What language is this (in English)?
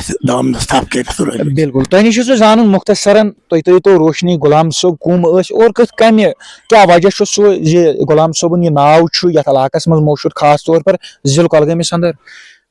Kashmiri